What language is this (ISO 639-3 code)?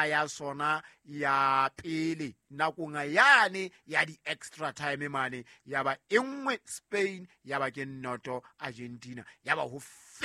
sot